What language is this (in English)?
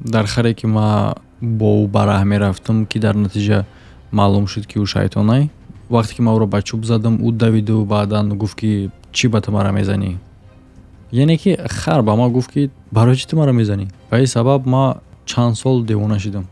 Tajik